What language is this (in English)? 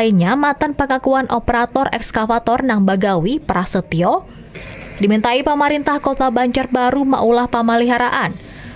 Banjar